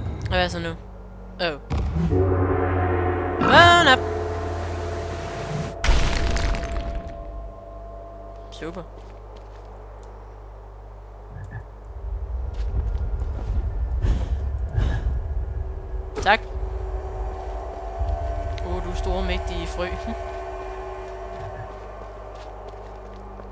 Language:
Danish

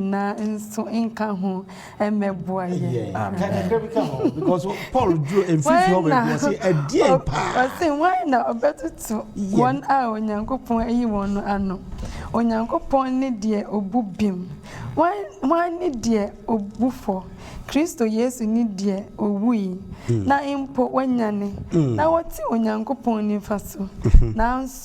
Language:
Akan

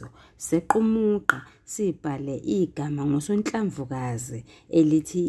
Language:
Zulu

